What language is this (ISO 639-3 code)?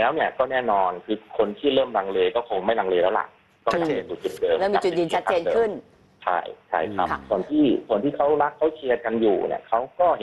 tha